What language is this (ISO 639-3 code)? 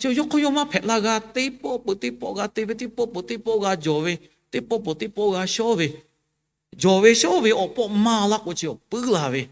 lhu